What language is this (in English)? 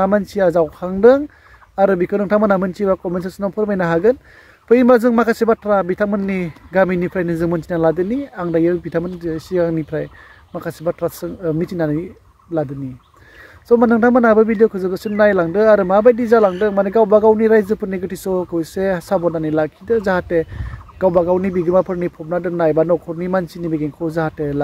Bodo